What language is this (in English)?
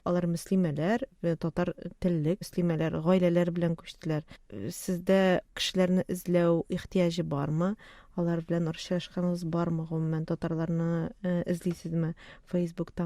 Tatar